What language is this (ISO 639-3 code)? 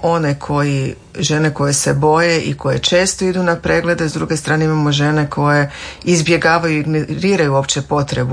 hrv